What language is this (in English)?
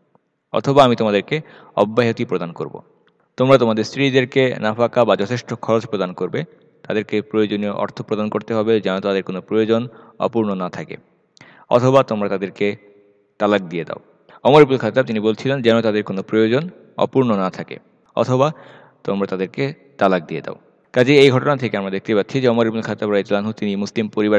Bangla